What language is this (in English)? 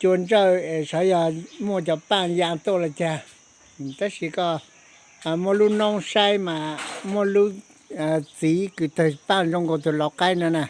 Hmong